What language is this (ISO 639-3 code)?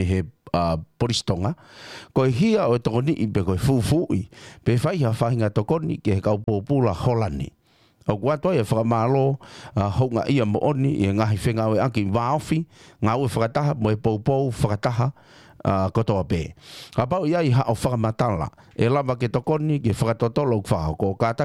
ton